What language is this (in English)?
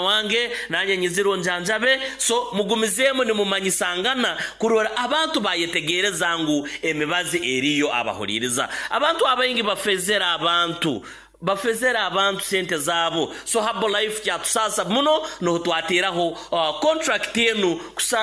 Nyoro